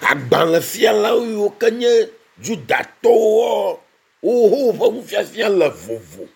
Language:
Ewe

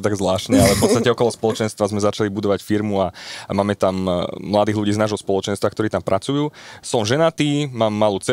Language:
Slovak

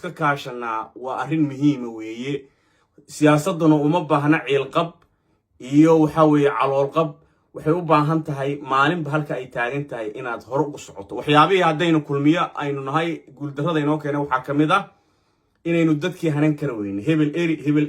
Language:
Somali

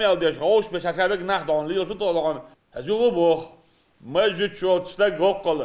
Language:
Chechen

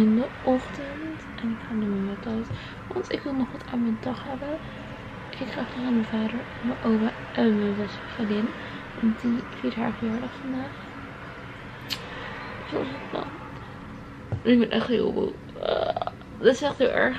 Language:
Dutch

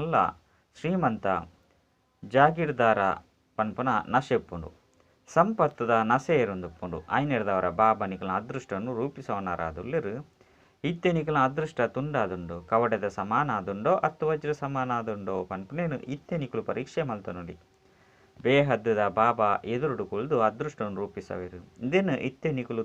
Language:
Tulu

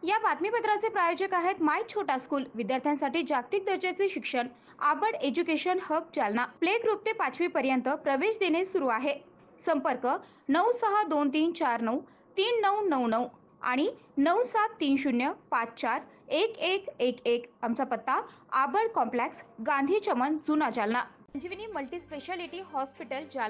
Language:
Marathi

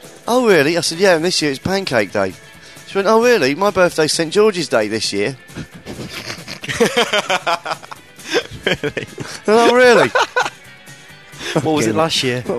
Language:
English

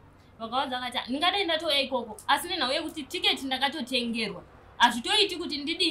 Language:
Shona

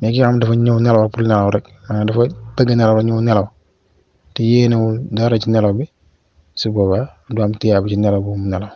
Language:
Wolof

